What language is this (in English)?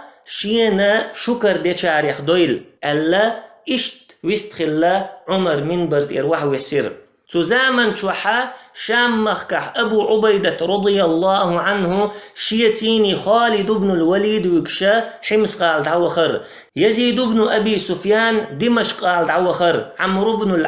Chechen